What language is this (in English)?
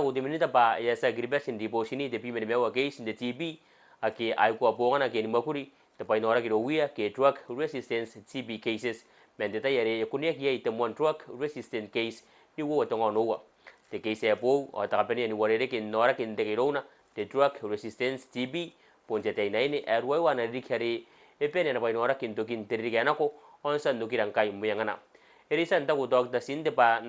Gilbertese